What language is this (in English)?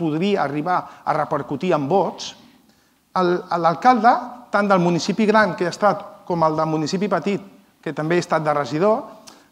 Catalan